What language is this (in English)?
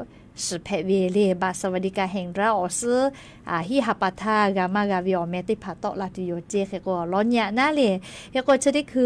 Lahu